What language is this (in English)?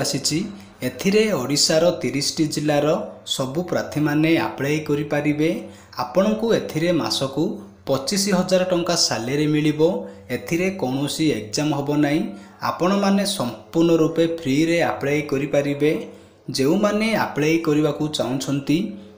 Odia